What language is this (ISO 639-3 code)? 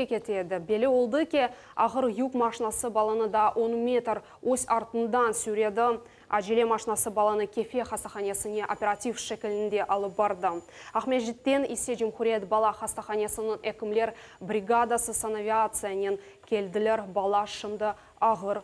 crh